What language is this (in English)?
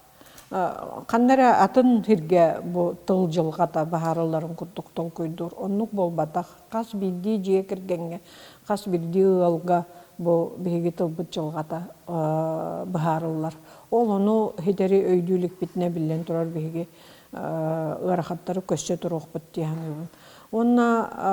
Yakut